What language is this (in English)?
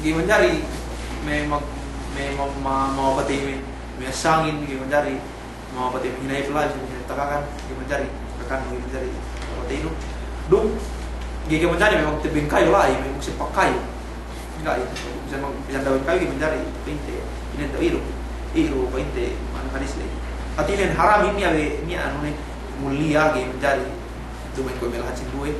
Yakan